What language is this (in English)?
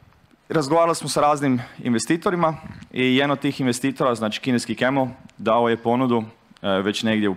Croatian